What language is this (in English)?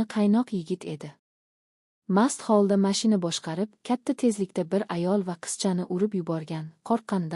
Uzbek